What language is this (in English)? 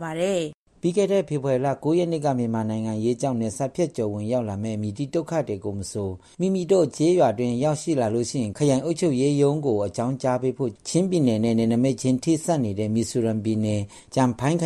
Burmese